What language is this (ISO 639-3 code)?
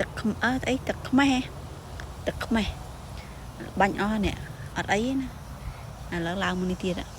khm